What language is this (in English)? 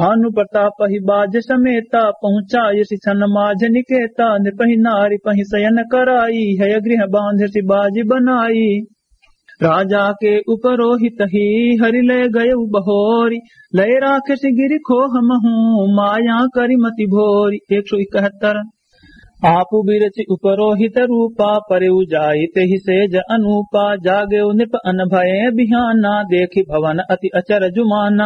Awadhi